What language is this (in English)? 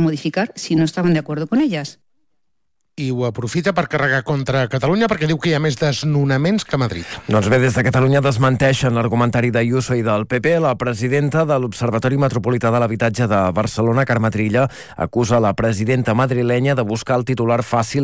Catalan